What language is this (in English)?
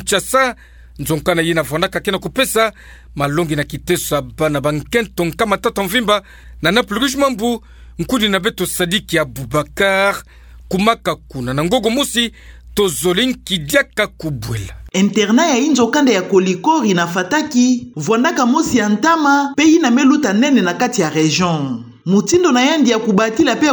Kituba (Democratic Republic of Congo)